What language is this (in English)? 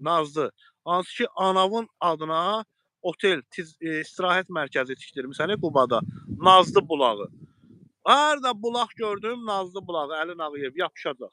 Azerbaijani